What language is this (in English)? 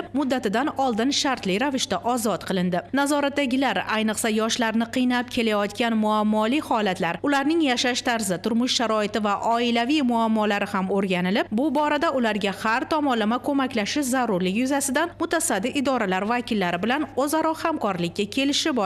Uzbek